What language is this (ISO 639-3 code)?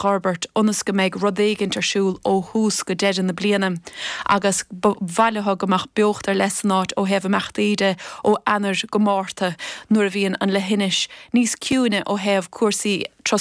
gle